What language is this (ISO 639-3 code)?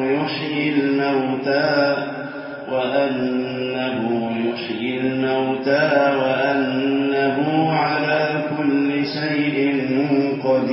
ara